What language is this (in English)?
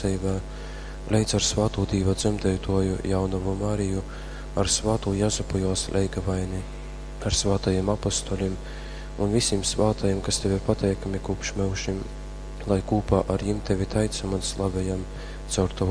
Latgalian